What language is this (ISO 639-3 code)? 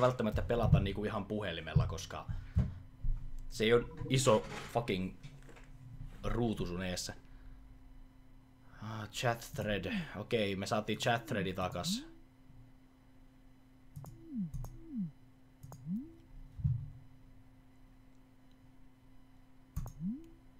fin